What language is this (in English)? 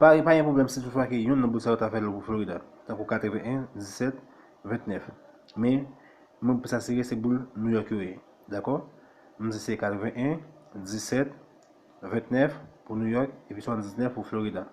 Haitian Creole